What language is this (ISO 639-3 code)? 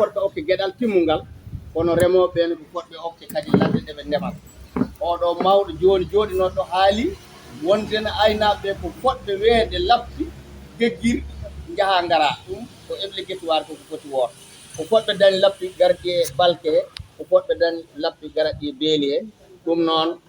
ful